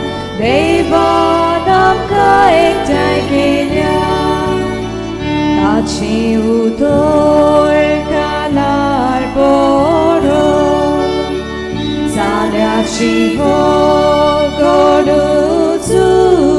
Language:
Konkani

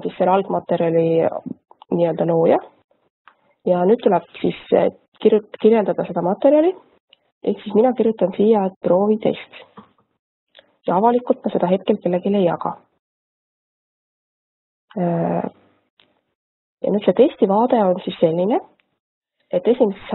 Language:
Estonian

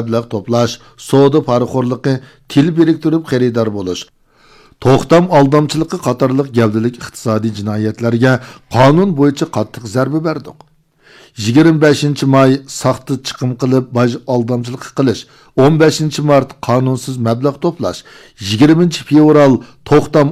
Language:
Uyghur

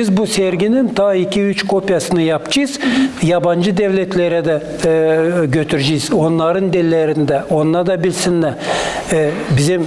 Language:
Gagauz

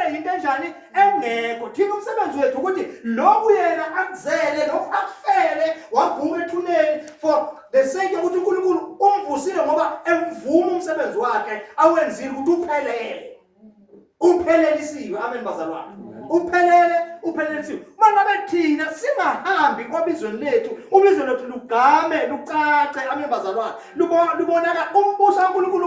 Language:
Zulu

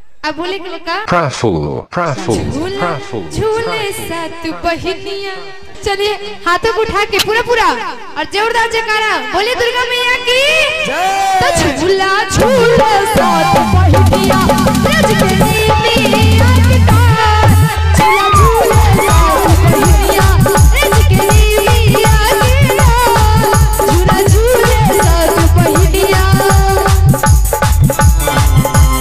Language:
Bhojpuri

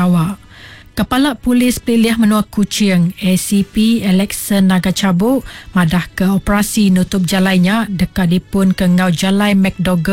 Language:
Iban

